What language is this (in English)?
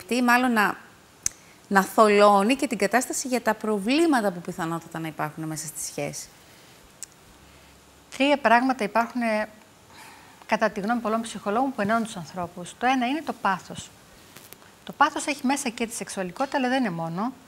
Greek